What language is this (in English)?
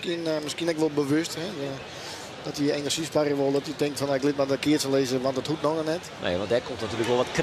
Western Frisian